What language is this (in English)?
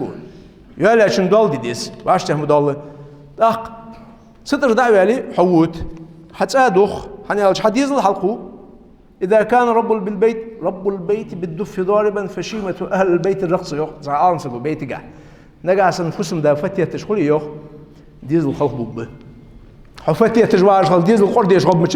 Ingush